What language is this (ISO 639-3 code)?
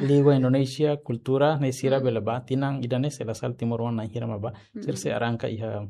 tet